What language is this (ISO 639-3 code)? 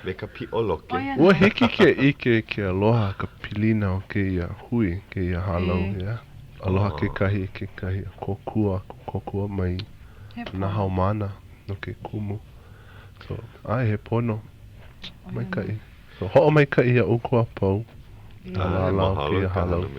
haw